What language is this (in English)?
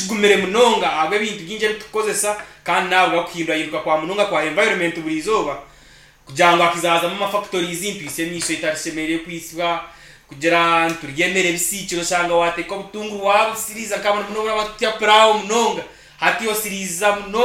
Nyankole